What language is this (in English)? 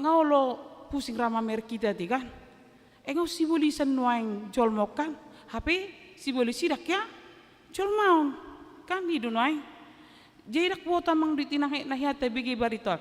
Batak Toba